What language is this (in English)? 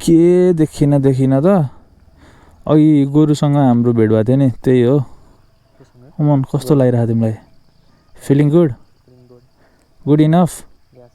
Nepali